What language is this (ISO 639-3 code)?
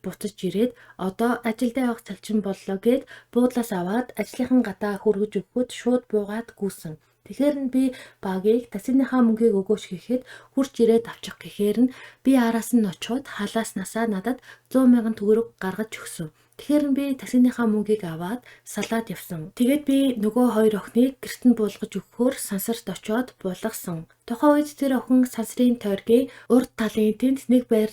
mon